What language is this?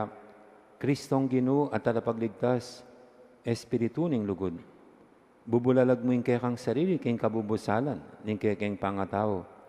Pampanga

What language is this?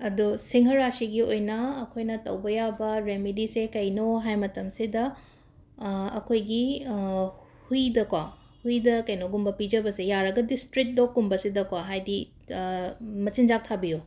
Manipuri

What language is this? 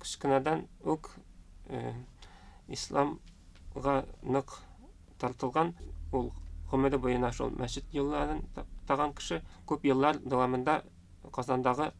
Tatar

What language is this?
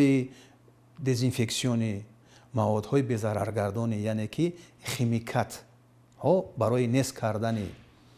Tajik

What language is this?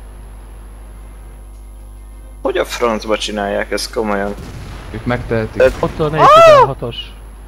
Hungarian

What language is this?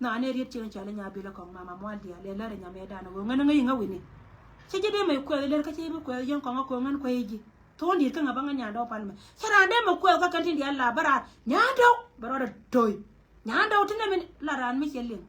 Nuer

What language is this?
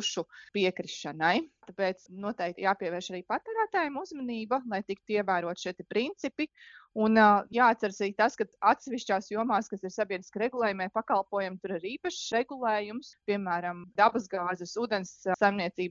Latvian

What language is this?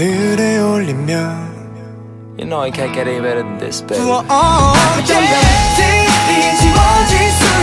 Korean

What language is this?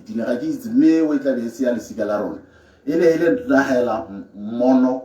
Tswana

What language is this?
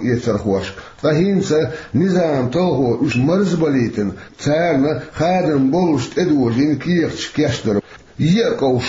Chechen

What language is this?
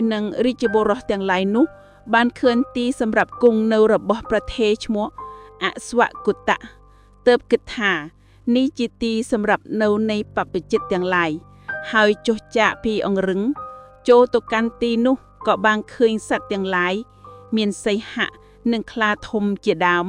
Khmer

